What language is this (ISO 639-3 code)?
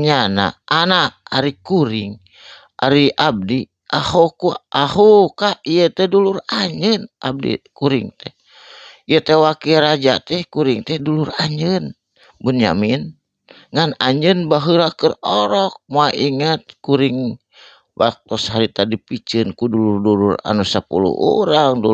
sun